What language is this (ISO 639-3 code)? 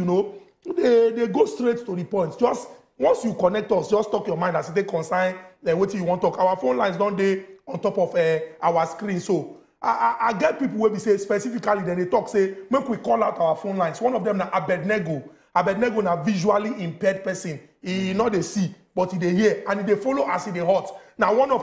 pcm